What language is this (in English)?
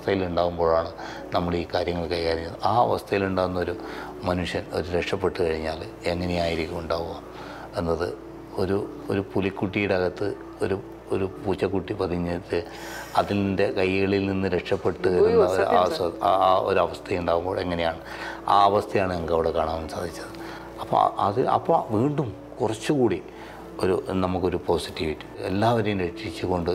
Malayalam